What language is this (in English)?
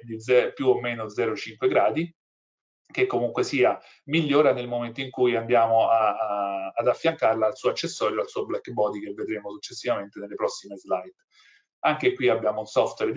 Italian